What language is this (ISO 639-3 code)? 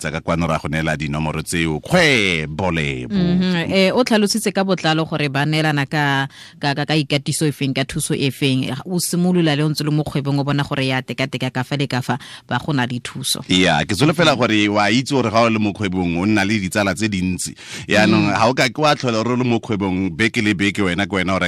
tsn